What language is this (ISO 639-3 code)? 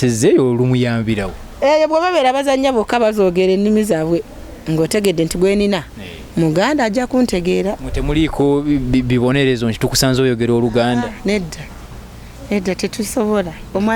lug